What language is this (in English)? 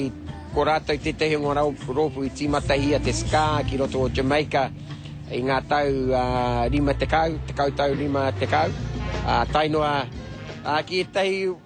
Māori